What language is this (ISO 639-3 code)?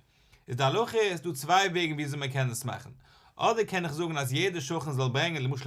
yid